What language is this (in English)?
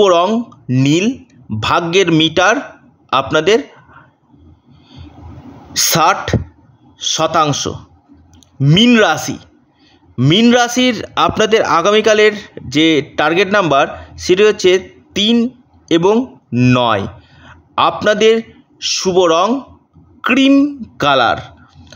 Bangla